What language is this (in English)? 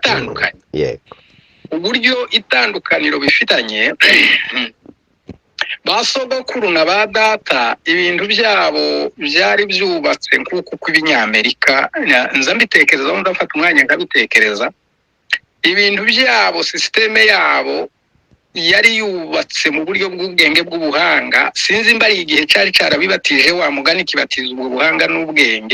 Kinyarwanda